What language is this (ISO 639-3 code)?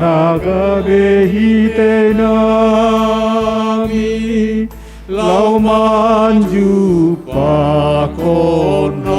bts